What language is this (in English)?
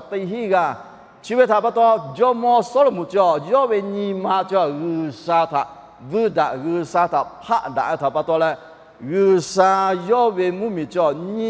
Lahu